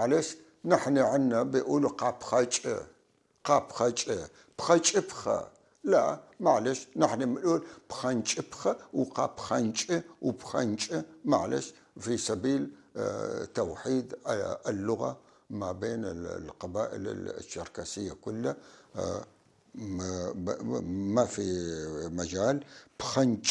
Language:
North Levantine Arabic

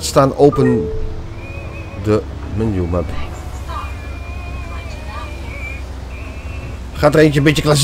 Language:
Dutch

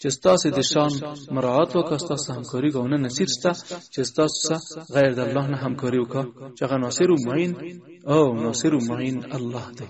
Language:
Pashto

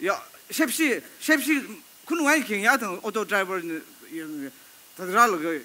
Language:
Tangkhul Naga (India)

